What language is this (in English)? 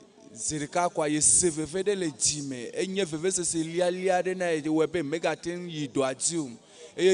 Ewe